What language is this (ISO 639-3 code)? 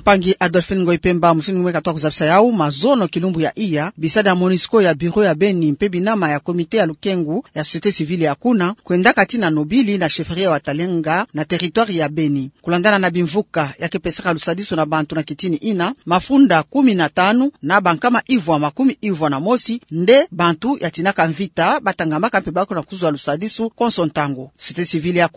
ktu